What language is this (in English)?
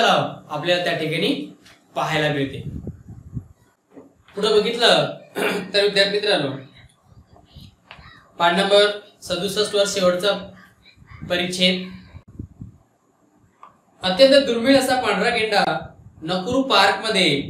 Marathi